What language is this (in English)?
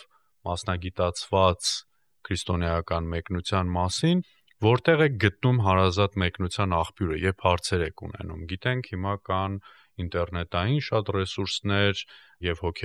Armenian